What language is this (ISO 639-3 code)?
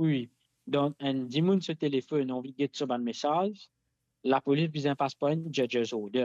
mfe